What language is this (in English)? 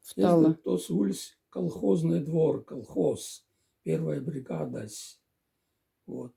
Moksha